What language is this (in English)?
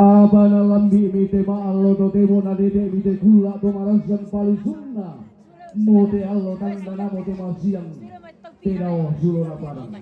Toraja-Sa'dan